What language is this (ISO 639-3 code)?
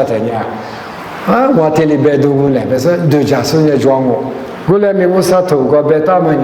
lis